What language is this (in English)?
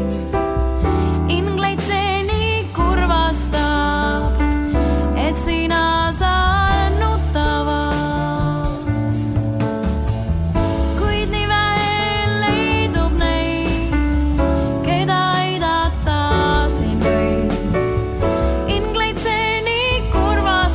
Estonian